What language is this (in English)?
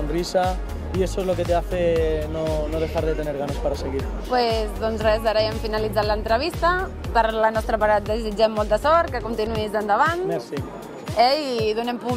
Catalan